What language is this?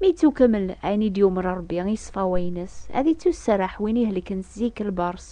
Kabyle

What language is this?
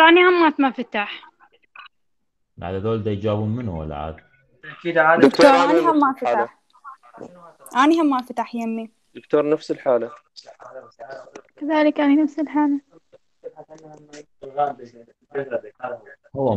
Mesopotamian Arabic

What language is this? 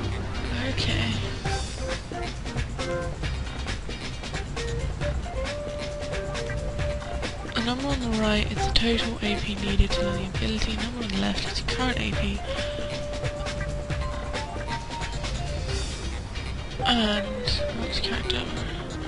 English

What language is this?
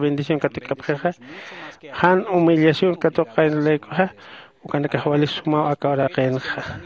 Aymara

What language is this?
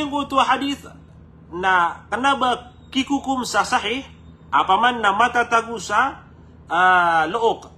Maranao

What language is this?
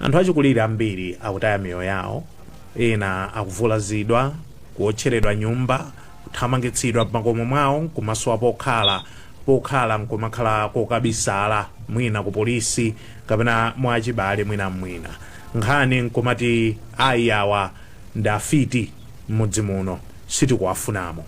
Nyanja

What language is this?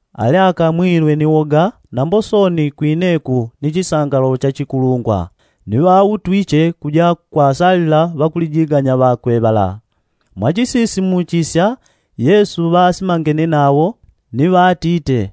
Yao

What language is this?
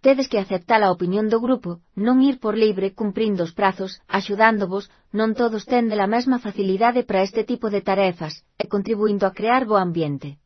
Galician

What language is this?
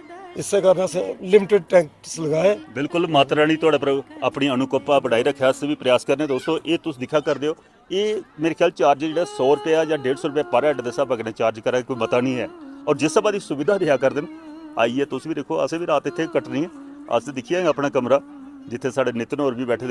Dogri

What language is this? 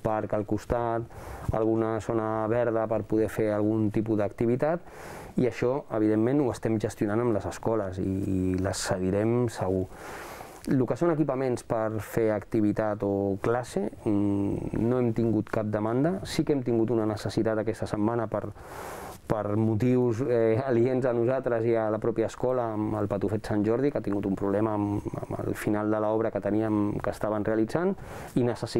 Catalan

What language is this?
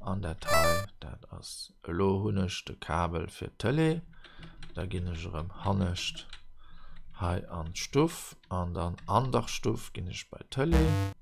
Luxembourgish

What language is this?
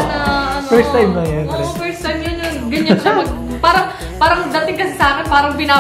Filipino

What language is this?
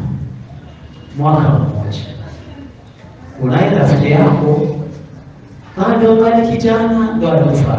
Swahili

